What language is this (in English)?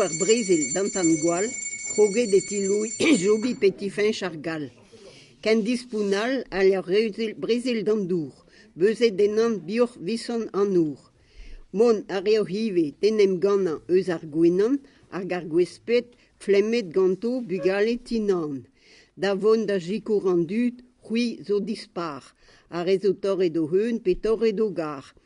Breton